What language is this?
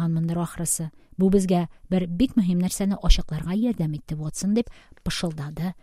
Tatar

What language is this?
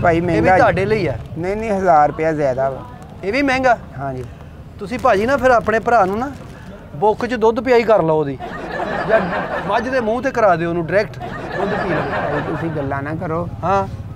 Punjabi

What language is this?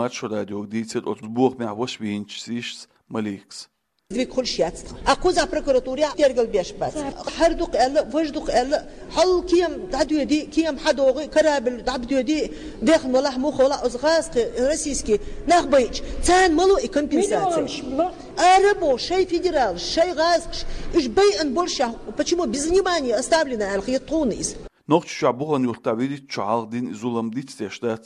Chechen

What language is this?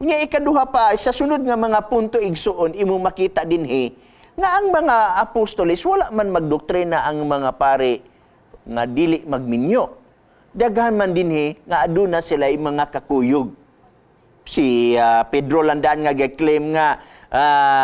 Cebuano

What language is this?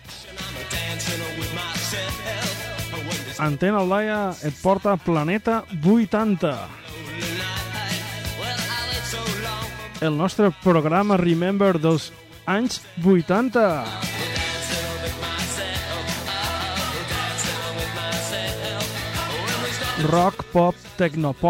Catalan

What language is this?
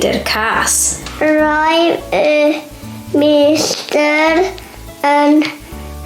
Welsh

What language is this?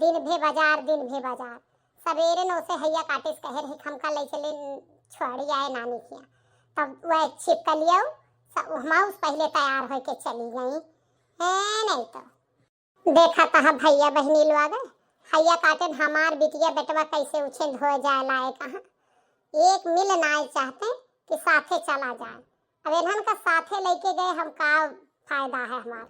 Awadhi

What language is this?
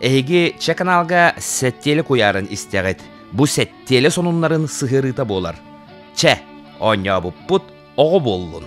Yakut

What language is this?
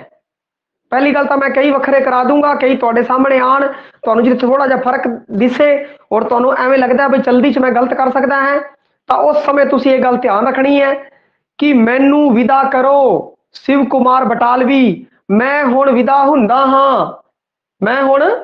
Punjabi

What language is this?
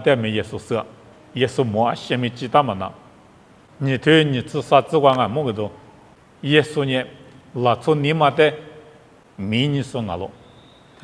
Lisu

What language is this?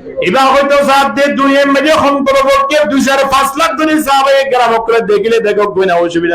Rohingya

